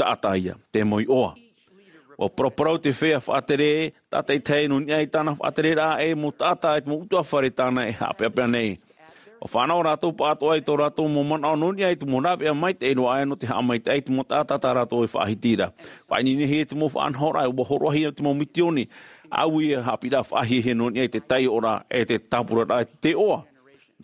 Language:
Tahitian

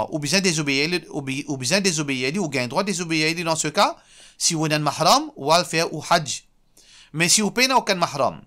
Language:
Morisyen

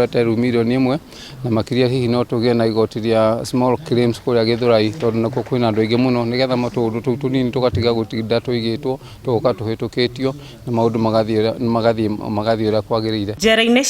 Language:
Kikuyu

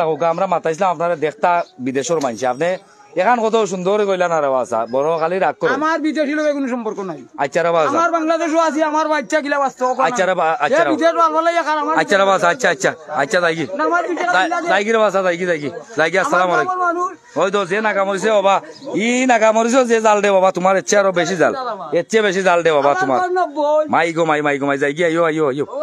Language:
Sylheti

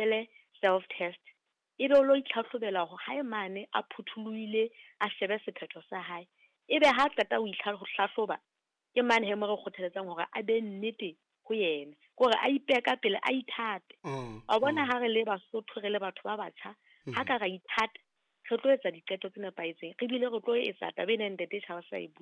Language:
Southern Sotho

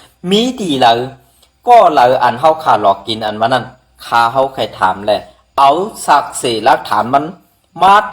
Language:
Shan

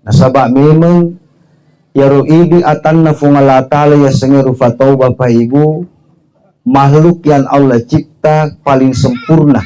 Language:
Buginese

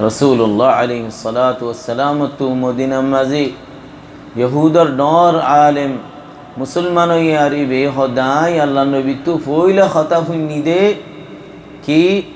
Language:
Rohingya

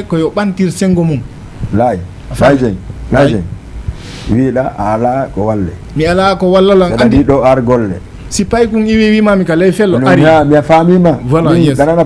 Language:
Fula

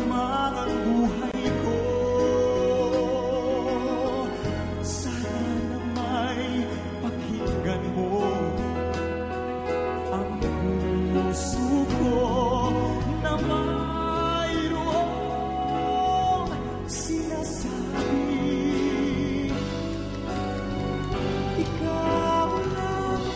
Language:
Filipino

